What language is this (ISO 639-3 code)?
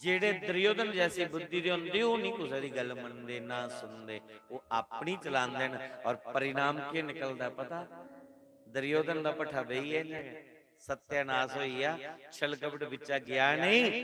doi